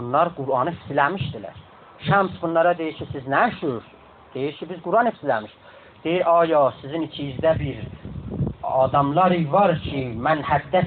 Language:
South Azerbaijani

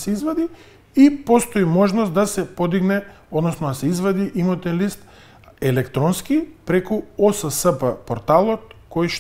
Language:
Macedonian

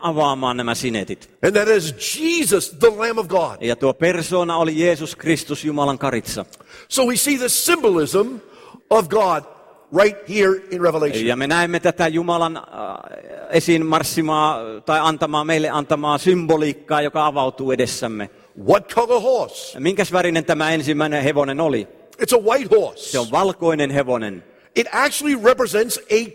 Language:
Finnish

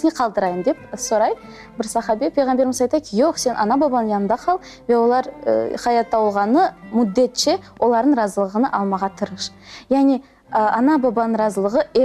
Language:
Crimean Tatar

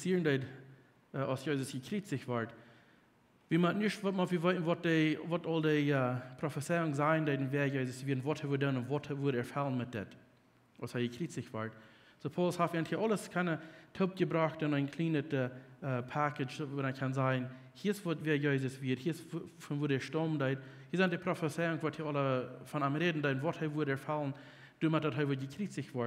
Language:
Plautdietsch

